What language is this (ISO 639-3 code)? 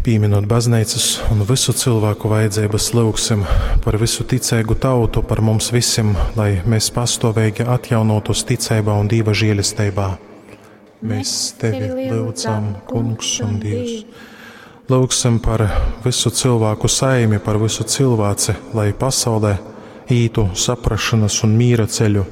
ltg